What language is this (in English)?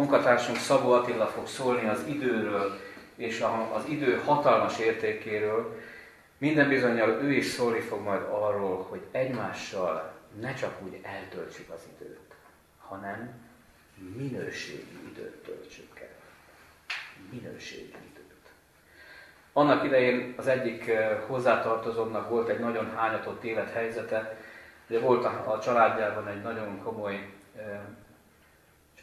Hungarian